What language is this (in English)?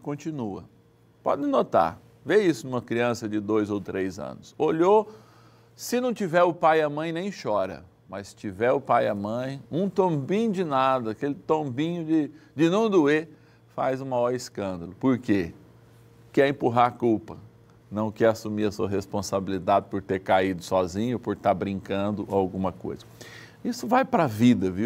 Portuguese